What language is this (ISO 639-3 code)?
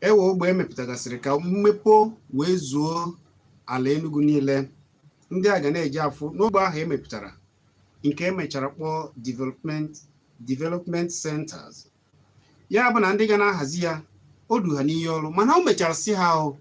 ibo